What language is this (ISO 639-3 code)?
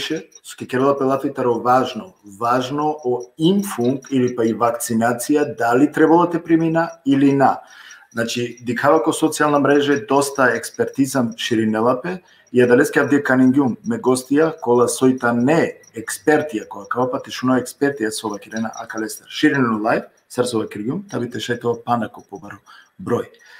rmn